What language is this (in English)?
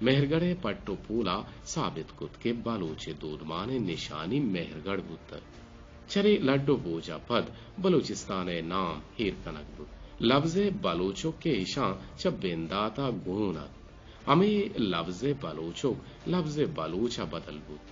Eastern Balochi